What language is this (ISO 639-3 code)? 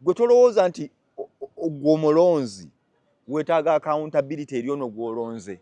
lug